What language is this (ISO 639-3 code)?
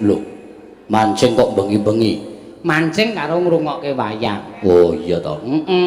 jav